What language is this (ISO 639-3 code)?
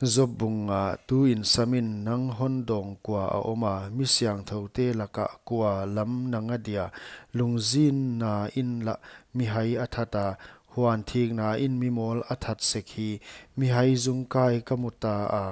pck